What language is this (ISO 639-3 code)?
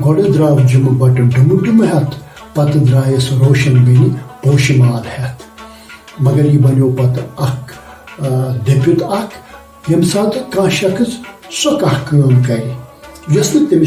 kas